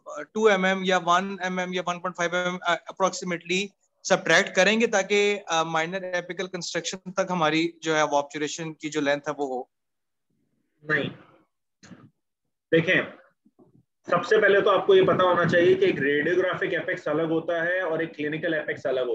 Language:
Hindi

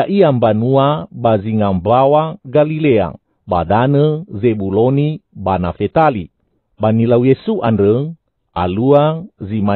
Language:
Nias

